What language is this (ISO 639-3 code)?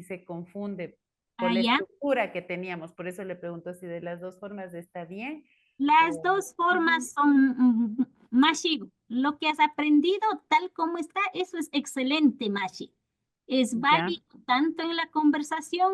qvi